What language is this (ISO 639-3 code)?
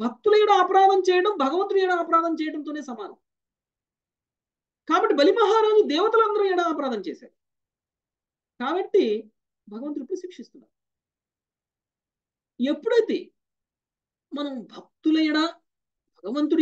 tel